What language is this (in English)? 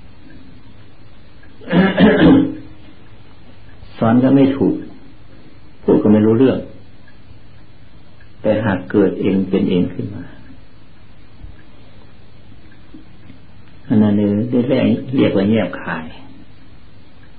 Thai